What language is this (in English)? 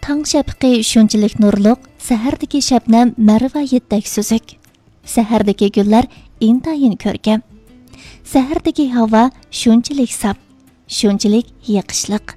Uyghur